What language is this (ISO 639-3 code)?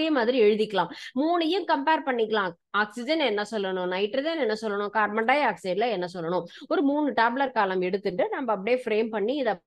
tam